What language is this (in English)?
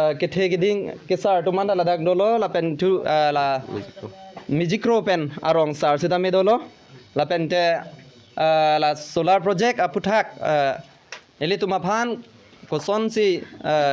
Karbi